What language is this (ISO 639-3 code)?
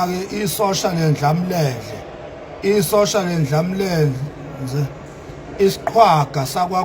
zul